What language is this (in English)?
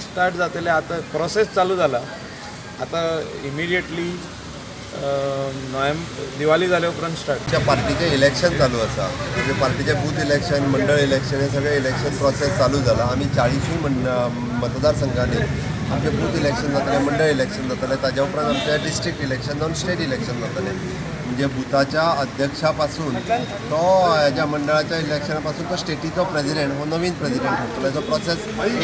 Konkani